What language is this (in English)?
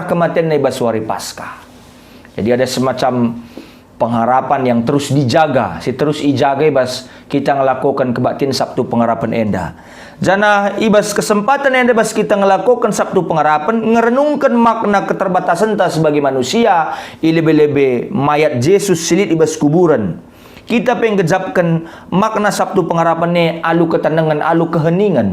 Batak Karo